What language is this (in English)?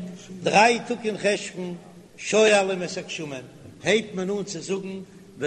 Yiddish